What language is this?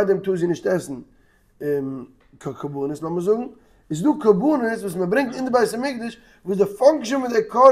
Yiddish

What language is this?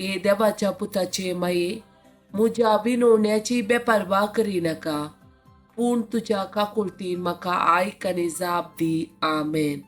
Konkani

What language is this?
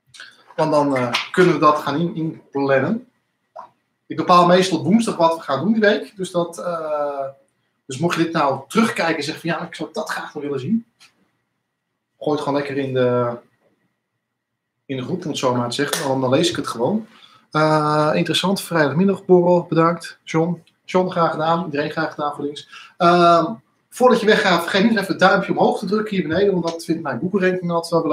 Dutch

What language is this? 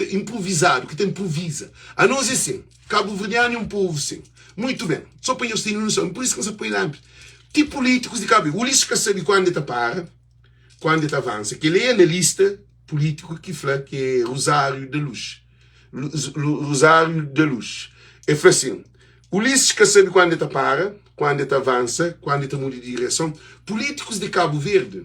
Kabuverdianu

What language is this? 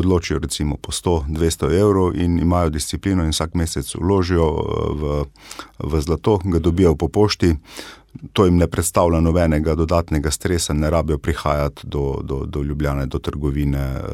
Slovenian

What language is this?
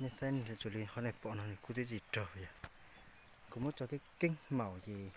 Hmong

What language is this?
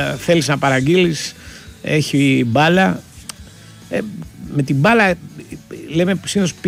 Greek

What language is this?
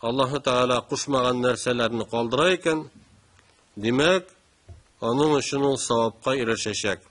Tatar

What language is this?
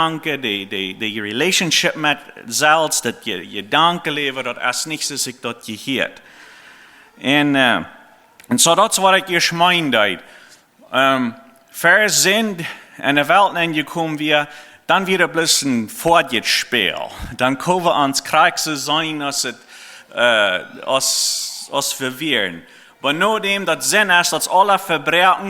Plautdietsch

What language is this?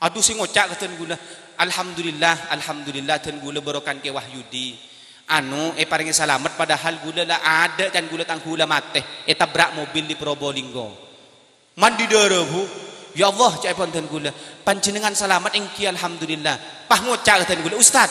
Madurese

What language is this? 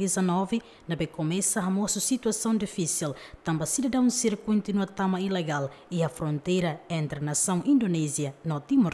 Tetum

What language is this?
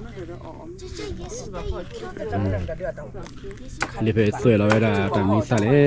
S'gaw Karen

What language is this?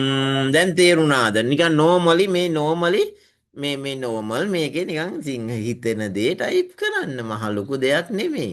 Sinhala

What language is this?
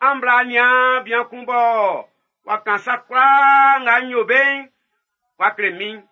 Baoulé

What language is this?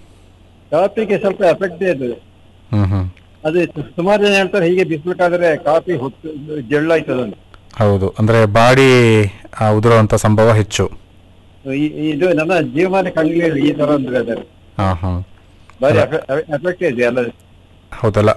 Kannada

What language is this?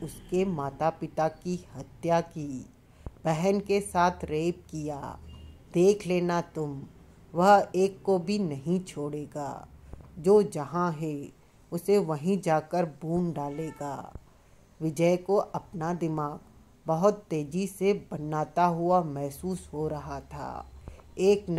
Hindi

